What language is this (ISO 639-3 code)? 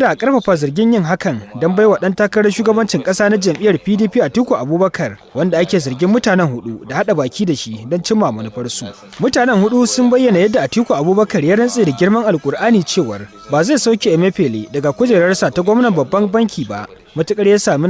hau